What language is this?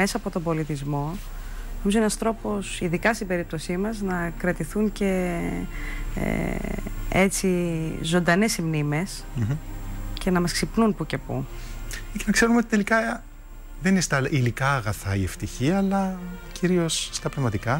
Greek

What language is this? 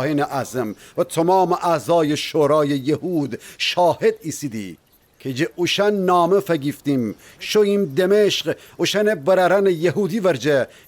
Gilaki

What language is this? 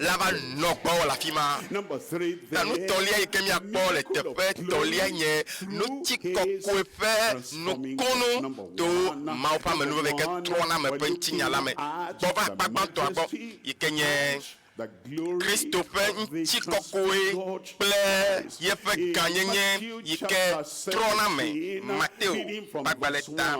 Ewe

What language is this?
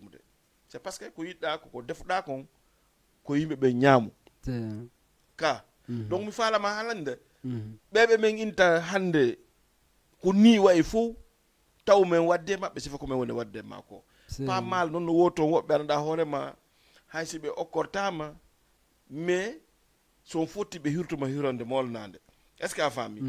Fula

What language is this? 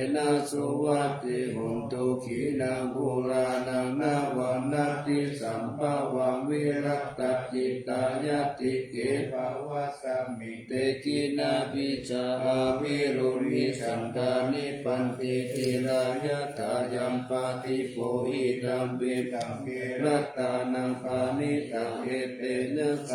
Pali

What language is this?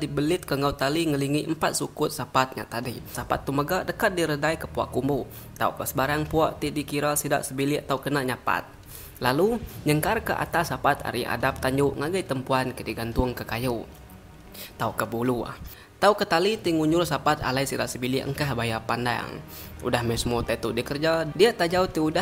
Iban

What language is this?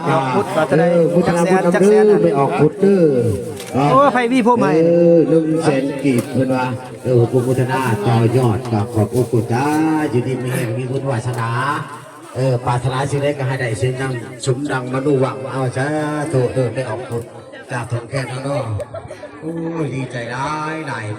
Northeastern Thai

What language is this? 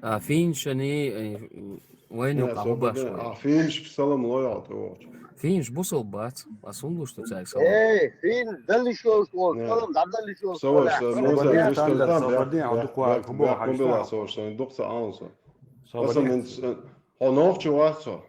Chechen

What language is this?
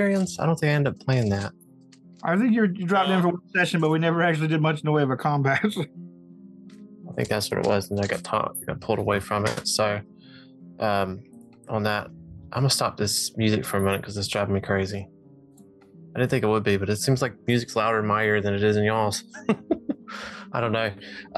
English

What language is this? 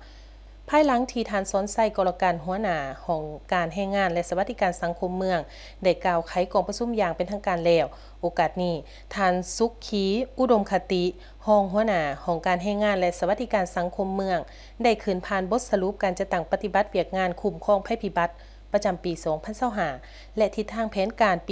Lao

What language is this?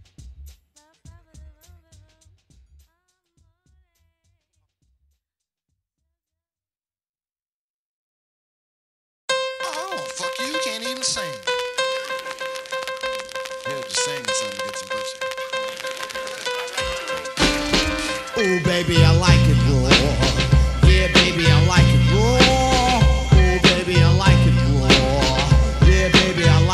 English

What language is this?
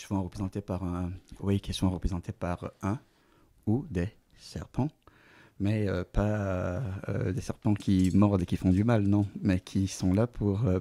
French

